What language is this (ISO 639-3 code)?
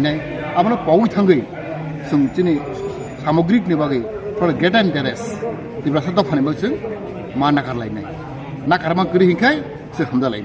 trp